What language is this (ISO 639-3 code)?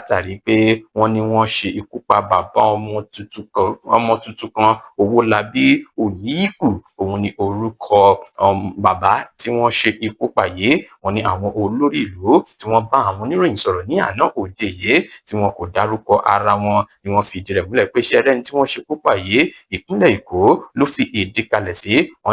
yor